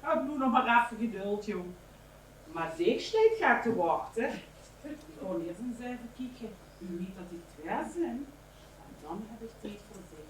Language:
Limburgish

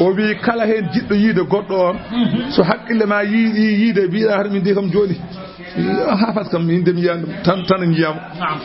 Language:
Fula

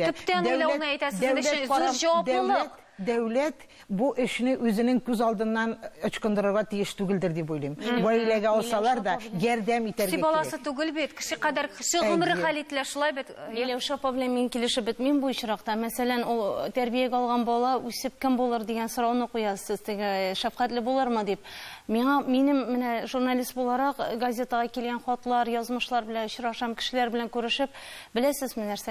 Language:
Tatar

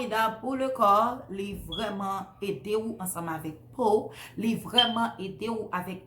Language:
Haitian Creole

